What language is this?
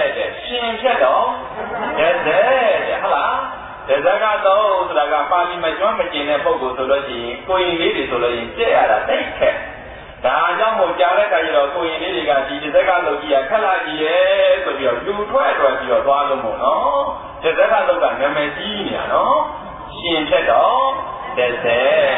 Burmese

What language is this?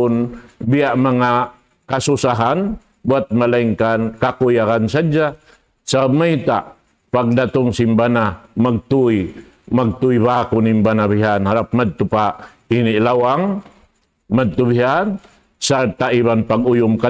Tausug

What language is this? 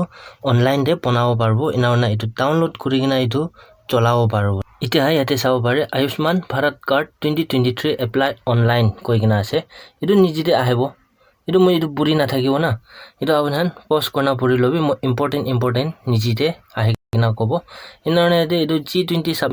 Naga Pidgin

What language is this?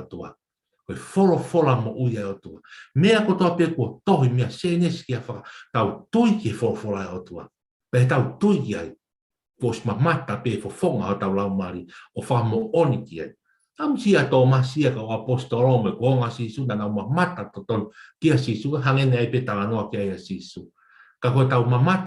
Tongan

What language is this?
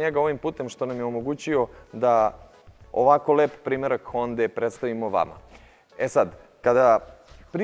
Serbian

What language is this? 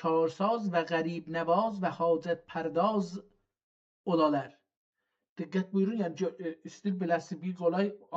South Azerbaijani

